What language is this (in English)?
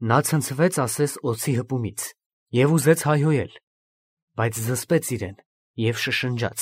Armenian